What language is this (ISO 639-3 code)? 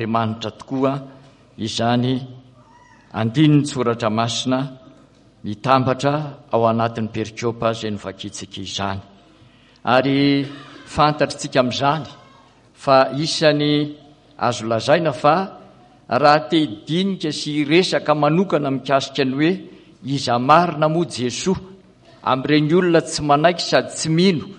mlg